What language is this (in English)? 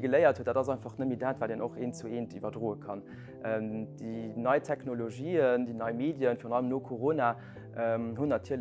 Luxembourgish